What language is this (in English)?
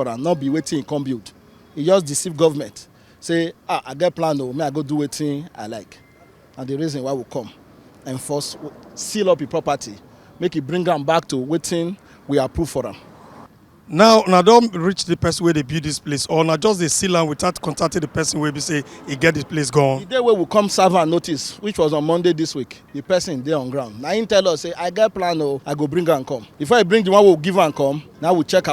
Nigerian Pidgin